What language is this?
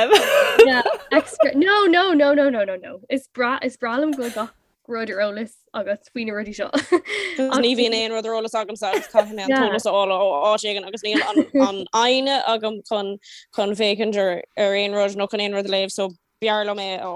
Irish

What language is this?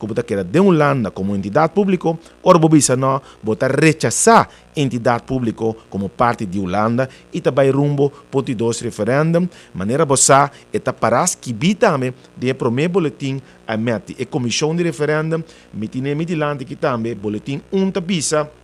Papiamento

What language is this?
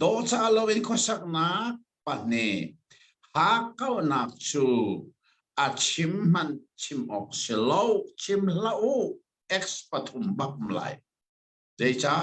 Hakha Chin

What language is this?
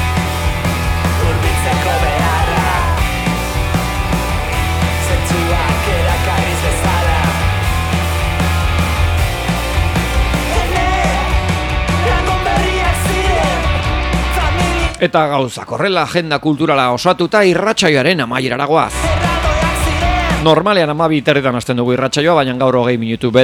Basque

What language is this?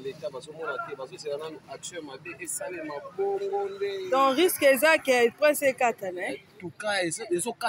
Lingala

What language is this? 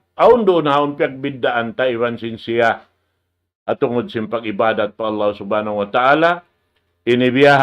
Tausug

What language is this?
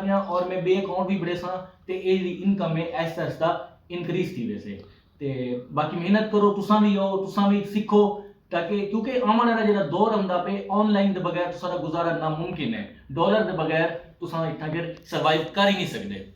Saraiki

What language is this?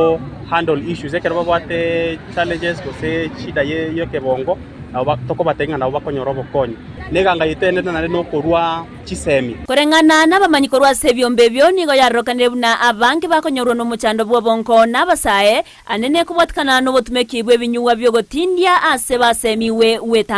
Gusii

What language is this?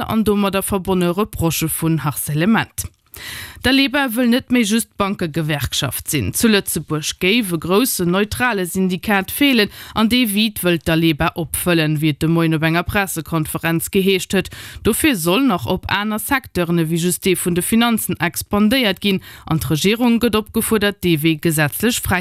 Luxembourgish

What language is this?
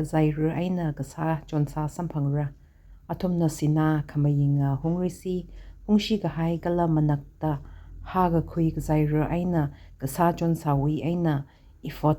Tangkhul Naga (India)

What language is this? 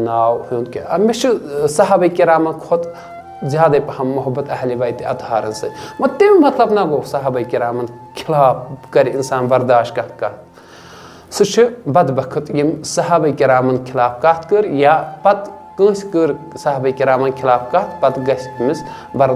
Kashmiri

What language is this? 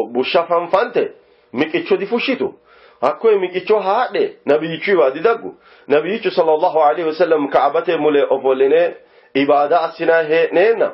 Sidamo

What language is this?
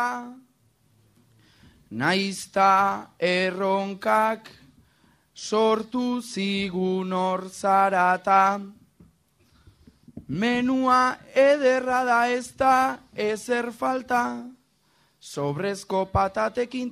Basque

